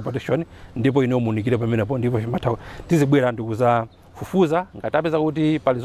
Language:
Nyanja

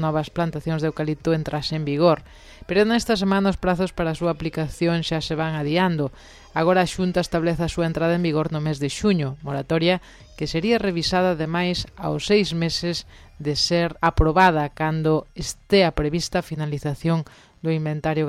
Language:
Galician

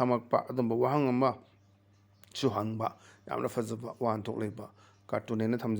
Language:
Manipuri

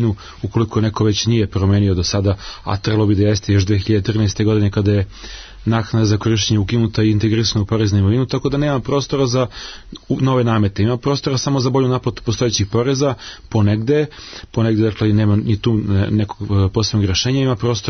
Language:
Serbian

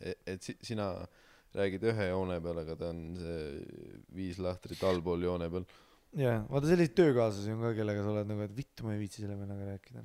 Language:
Estonian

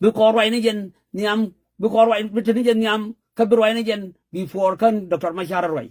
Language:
Nuer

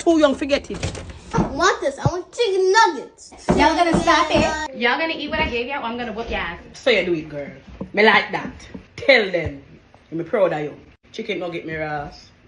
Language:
Jamaican Creole English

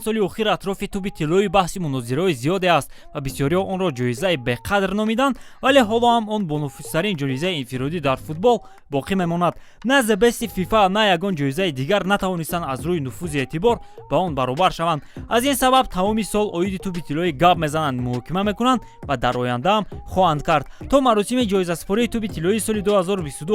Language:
Tajik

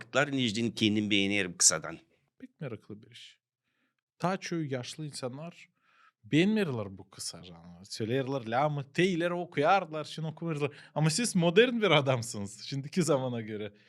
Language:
Gagauz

